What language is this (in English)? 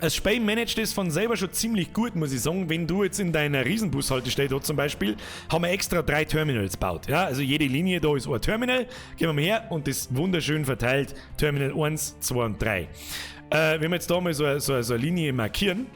Bavarian